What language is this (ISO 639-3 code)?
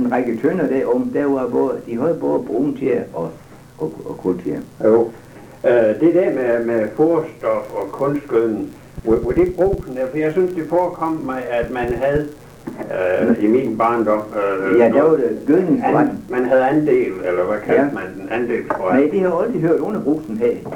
dan